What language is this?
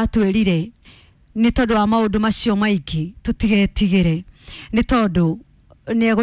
Kikuyu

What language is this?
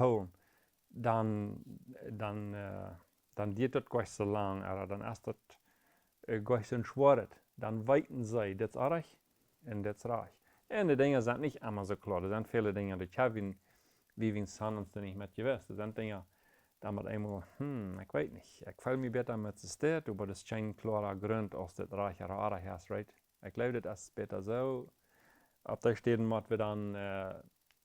Plautdietsch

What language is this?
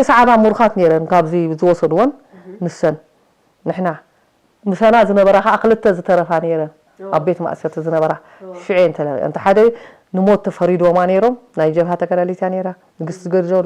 Tigrinya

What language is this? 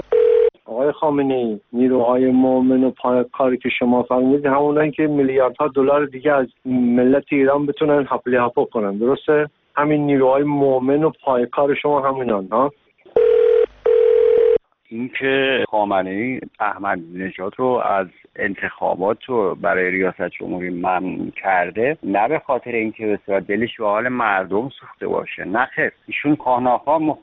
Persian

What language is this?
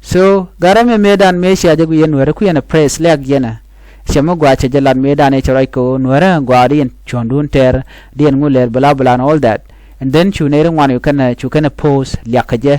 Nuer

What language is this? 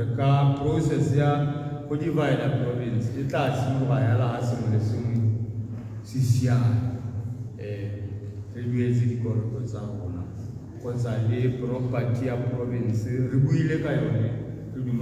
Tswana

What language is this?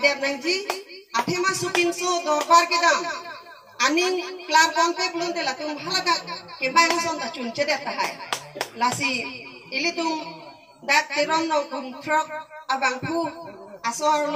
Karbi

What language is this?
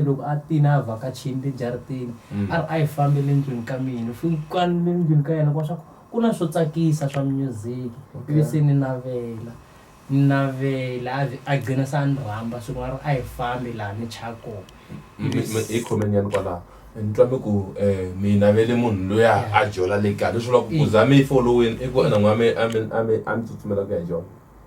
Tsonga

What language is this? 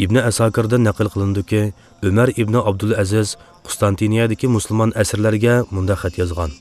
Uyghur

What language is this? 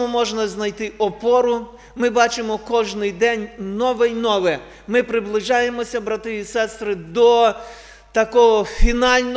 Ukrainian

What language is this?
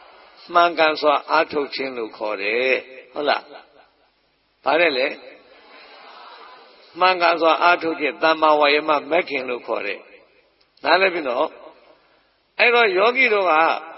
Burmese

